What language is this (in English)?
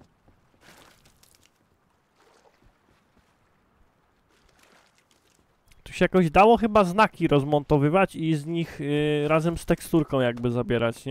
Polish